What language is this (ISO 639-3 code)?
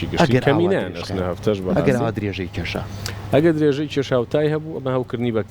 ckb